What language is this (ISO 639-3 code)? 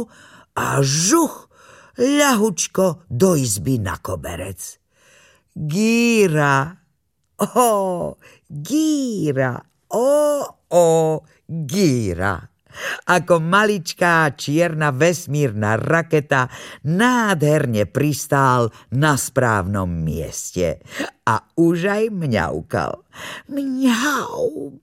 slk